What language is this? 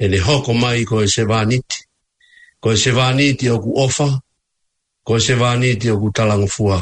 Tongan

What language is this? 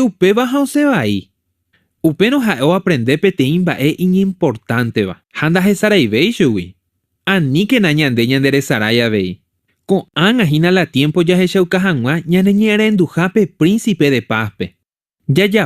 Guarani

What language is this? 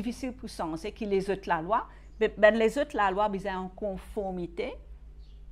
Morisyen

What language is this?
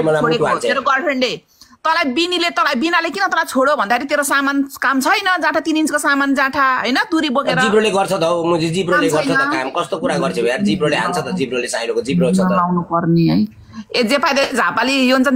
Nepali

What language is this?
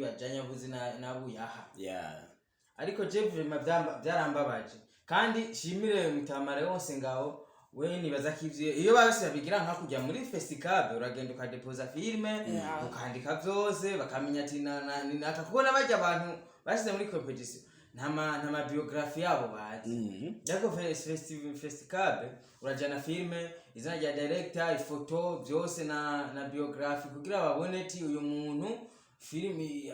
Rundi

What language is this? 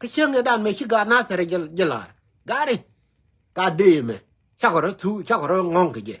Nuer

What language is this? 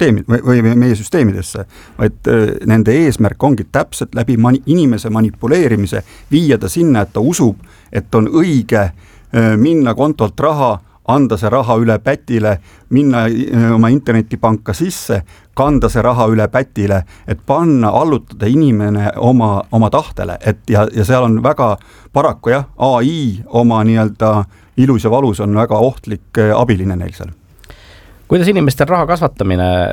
Estonian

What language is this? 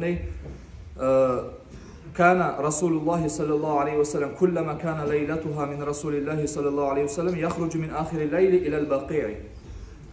Kumyk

